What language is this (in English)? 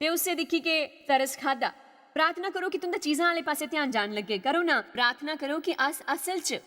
Dogri